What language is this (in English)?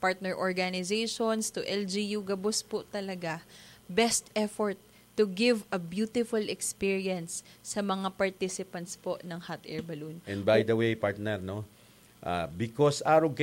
Bikol